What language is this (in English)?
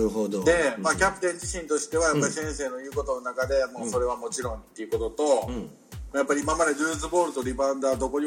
Japanese